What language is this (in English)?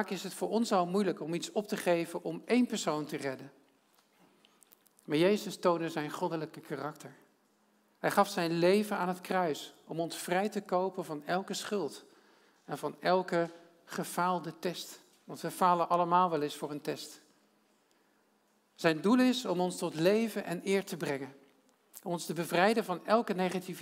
Dutch